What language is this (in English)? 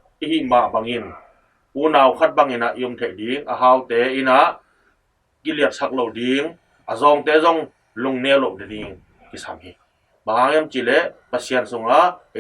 Tedim Chin